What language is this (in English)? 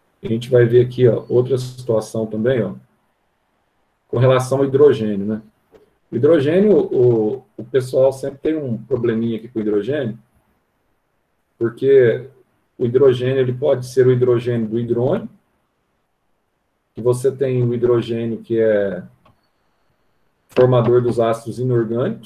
Portuguese